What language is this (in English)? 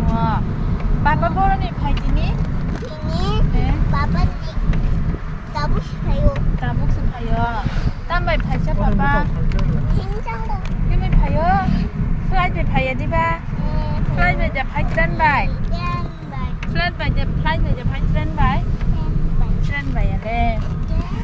Kok Borok